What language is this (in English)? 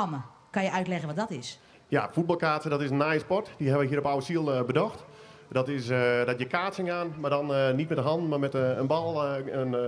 Western Frisian